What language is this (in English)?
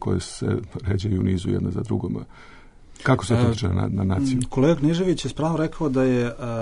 Bosnian